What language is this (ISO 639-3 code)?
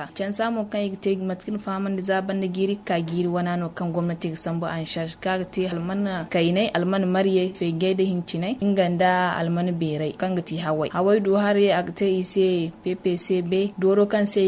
dje